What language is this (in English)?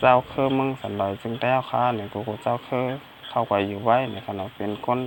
Shan